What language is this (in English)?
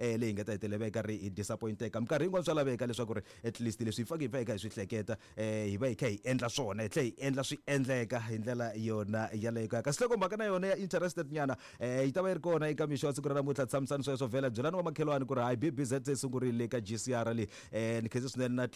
Tsonga